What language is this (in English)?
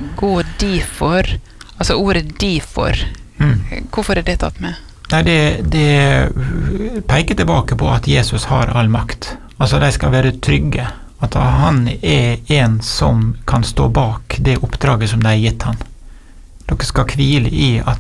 Norwegian